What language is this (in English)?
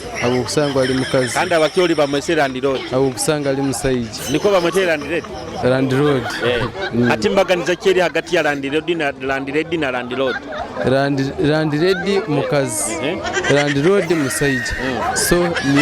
Nyoro